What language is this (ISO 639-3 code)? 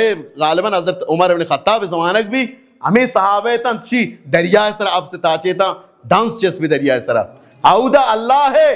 bal